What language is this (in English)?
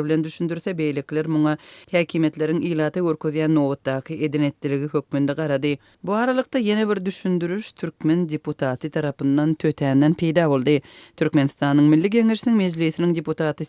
Turkmen